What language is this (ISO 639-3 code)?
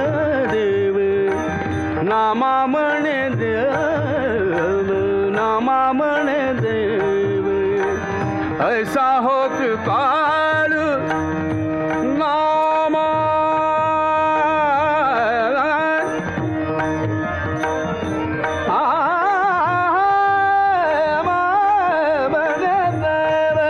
mar